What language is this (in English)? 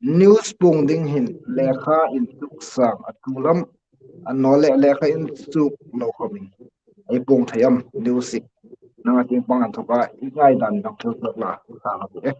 Hmar